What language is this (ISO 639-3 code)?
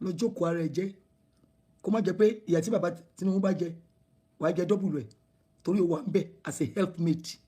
yor